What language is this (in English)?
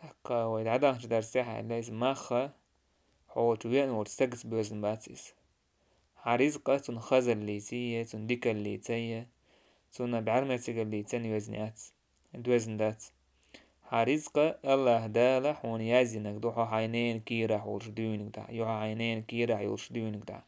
Chechen